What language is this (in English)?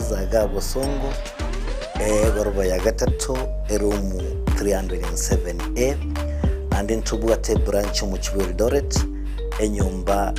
Gusii